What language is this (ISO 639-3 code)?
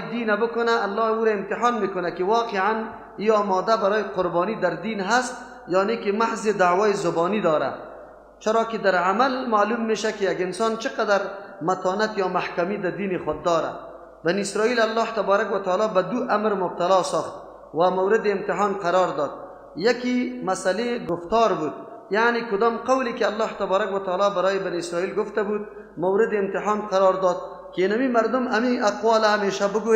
fas